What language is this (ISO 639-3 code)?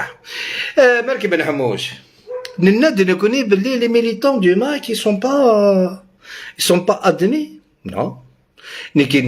arq